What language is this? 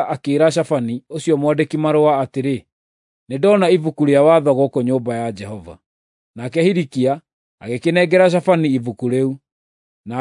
Kikuyu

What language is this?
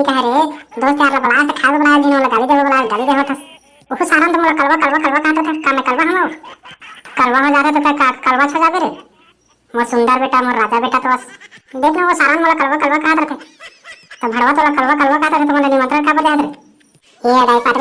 Chhattisgarhi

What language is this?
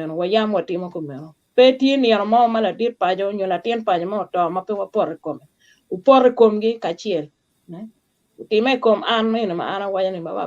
Acoli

